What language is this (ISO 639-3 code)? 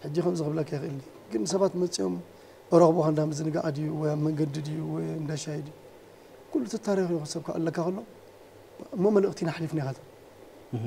tir